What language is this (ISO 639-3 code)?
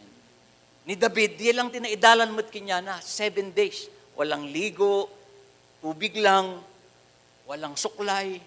ilo